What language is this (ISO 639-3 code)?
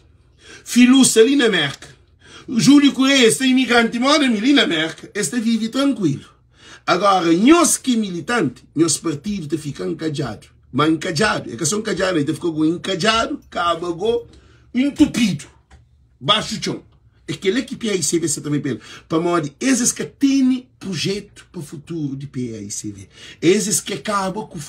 kea